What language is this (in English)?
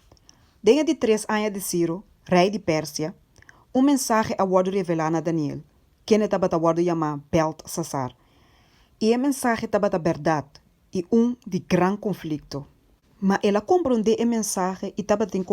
Papiamento